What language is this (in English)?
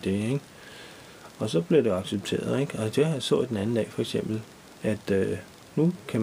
Danish